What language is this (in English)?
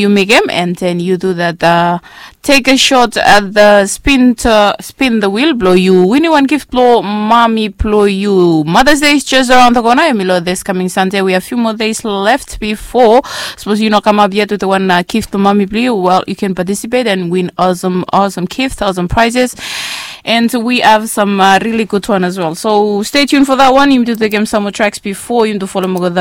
Bislama